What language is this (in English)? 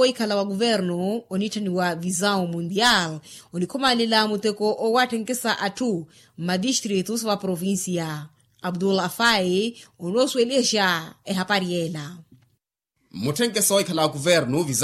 Makhuwa